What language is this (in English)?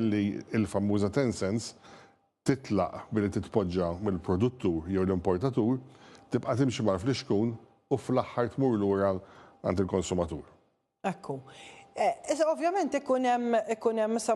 Maltese